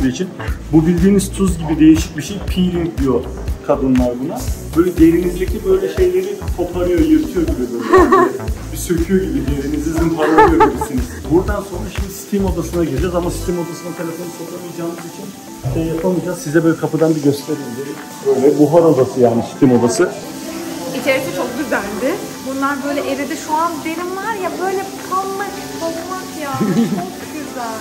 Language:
Turkish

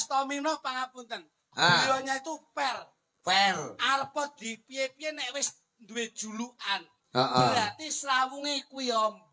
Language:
Javanese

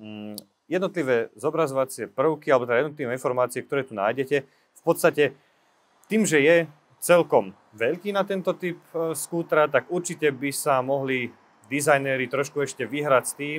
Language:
Slovak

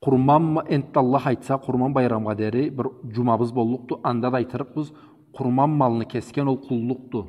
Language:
Karachay-Balkar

